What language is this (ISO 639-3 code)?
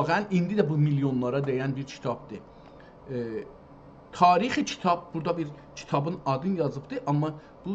azb